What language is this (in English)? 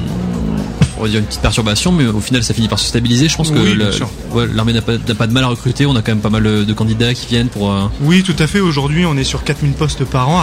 French